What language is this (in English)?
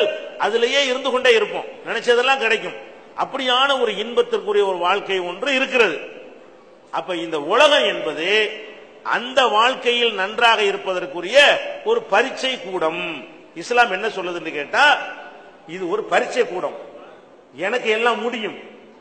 Tamil